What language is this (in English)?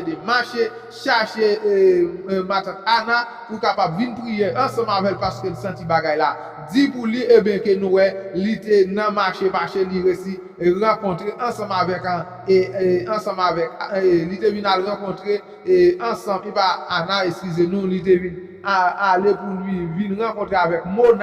Haitian Creole